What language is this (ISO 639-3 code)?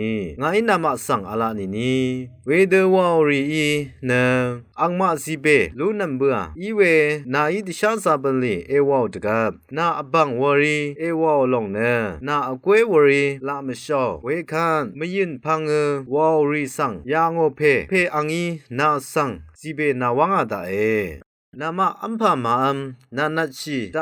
raw